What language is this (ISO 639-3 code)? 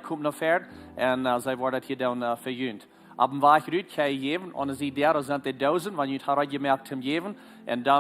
pdt